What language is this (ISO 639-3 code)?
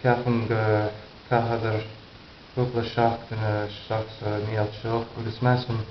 gle